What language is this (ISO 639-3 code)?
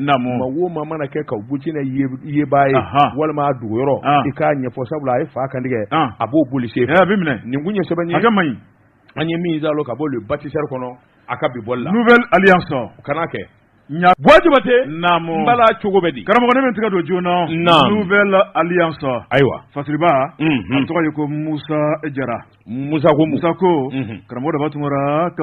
bam